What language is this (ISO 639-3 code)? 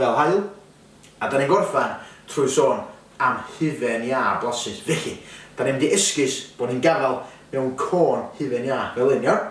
cym